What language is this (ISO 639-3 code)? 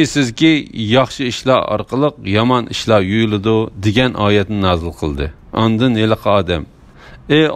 uig